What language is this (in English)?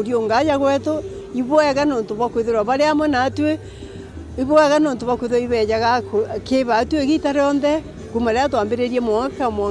Meru